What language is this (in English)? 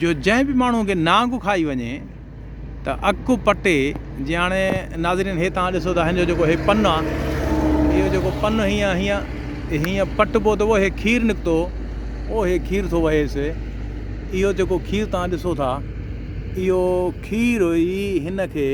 Sindhi